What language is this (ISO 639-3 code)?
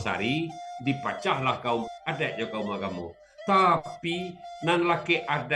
min